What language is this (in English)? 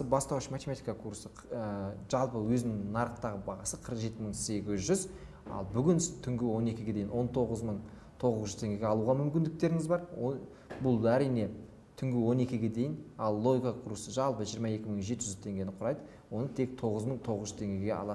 Kazakh